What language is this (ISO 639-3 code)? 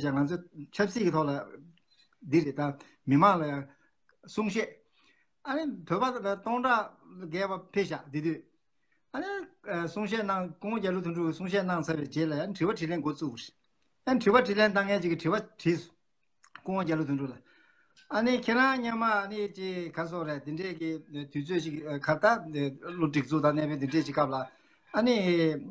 bod